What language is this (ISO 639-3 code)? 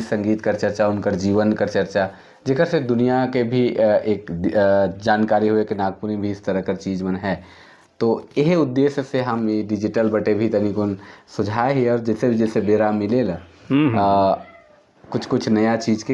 sck